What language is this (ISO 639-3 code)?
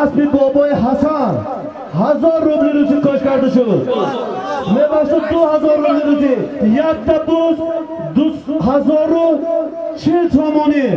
tgk